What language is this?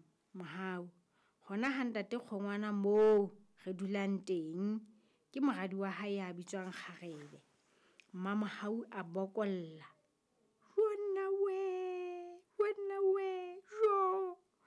Southern Sotho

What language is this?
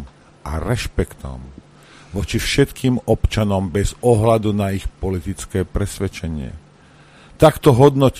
Slovak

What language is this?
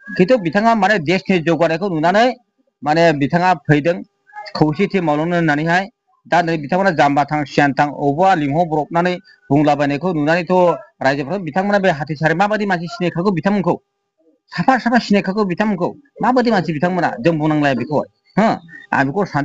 Bodo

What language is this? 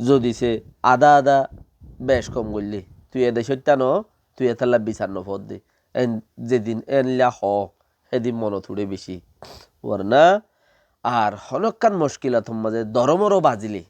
Rohingya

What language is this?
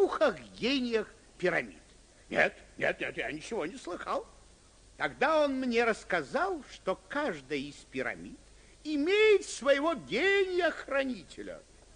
Russian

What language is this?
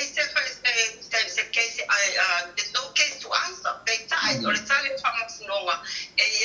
Samoan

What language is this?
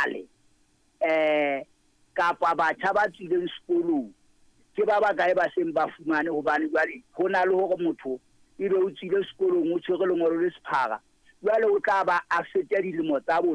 Southern Sotho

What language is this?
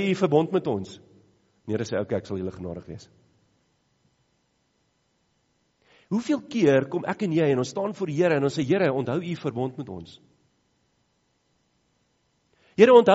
Afrikaans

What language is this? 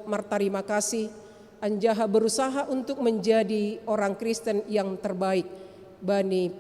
Batak Simalungun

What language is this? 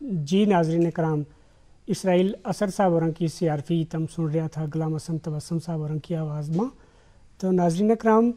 Gujari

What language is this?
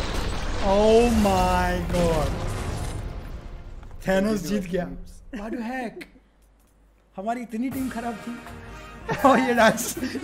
Hindi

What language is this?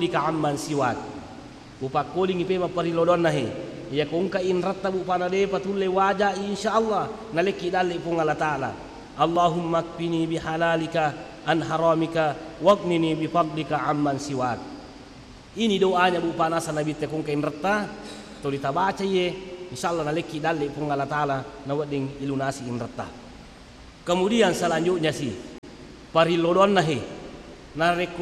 Buginese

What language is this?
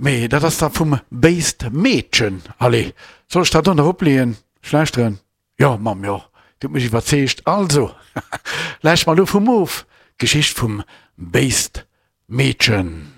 Luxembourgish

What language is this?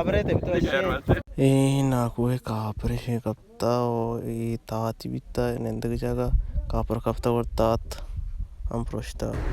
Baluchi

